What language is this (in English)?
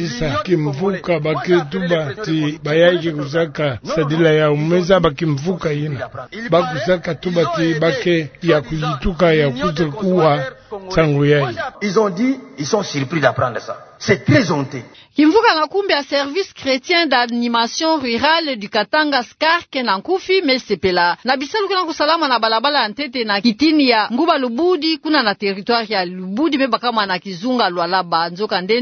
Kituba (Democratic Republic of Congo)